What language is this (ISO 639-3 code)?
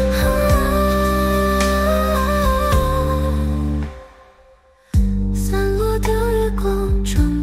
zho